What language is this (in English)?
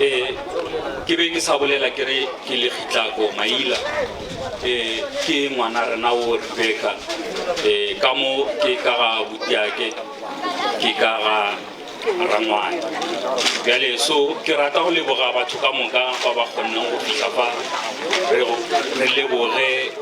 Northern Sotho